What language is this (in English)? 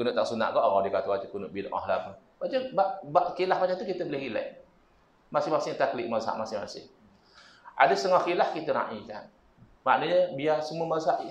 Malay